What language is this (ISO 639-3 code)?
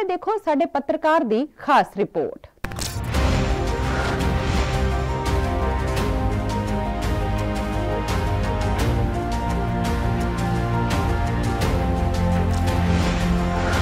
pan